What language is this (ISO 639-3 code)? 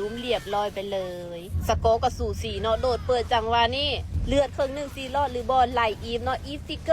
lao